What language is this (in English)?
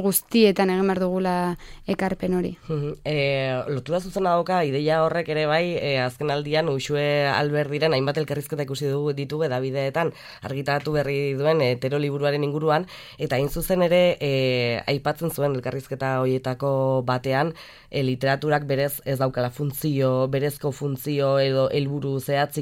Basque